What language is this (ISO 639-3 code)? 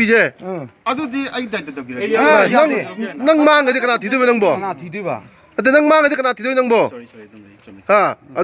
mni